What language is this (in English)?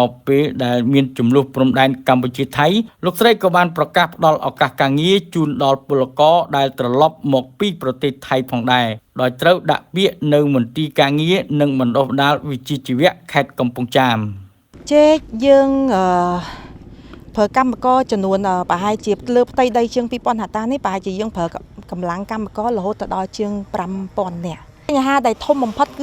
Khmer